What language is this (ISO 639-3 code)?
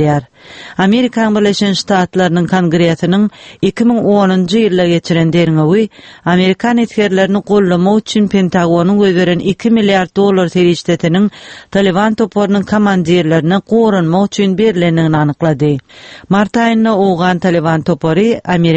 tuk